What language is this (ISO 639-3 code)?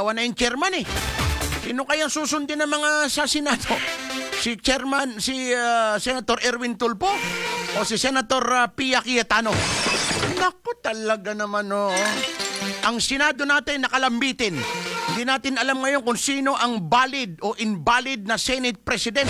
fil